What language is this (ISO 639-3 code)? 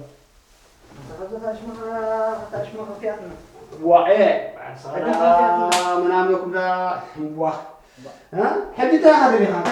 tir